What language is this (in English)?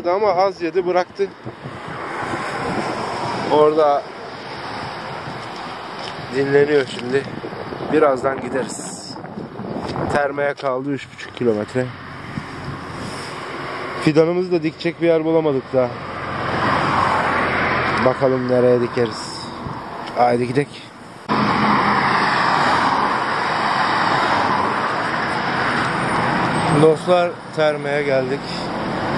Turkish